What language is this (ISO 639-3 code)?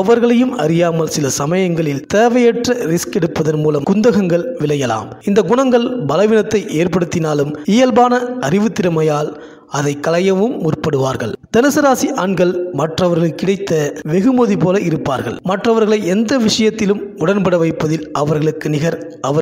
tam